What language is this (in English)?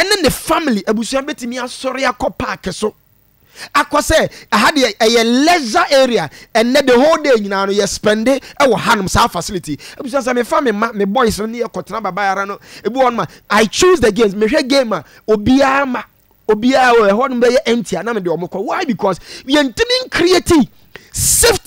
Akan